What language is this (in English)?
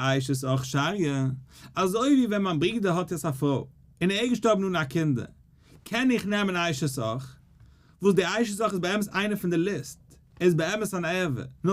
Yiddish